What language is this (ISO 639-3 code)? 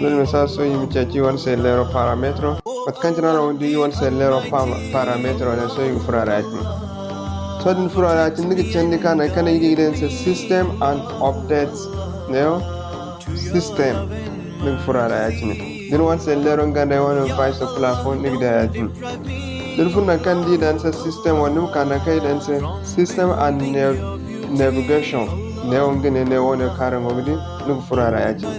dje